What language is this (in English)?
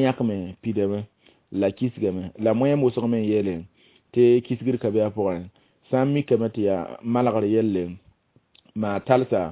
Mossi